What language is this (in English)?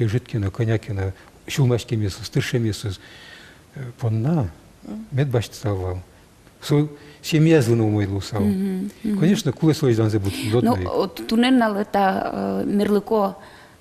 Udmurt